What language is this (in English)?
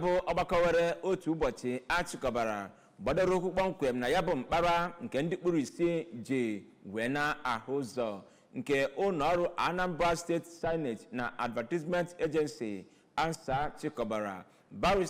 Igbo